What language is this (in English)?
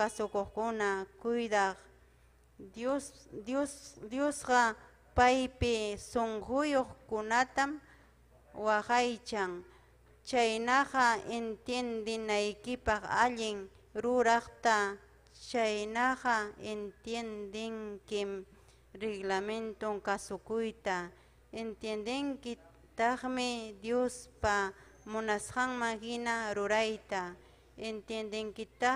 Ayacucho Quechua